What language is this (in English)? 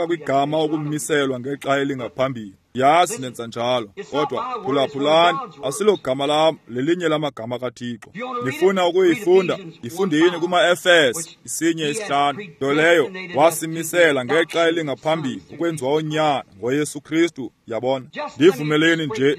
Xhosa